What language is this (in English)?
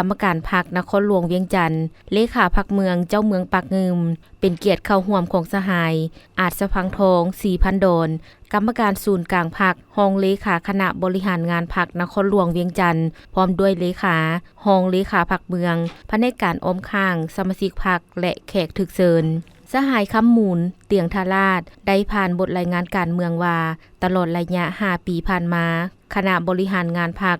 Lao